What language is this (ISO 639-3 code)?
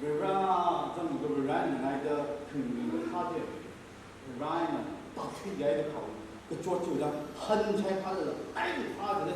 nmf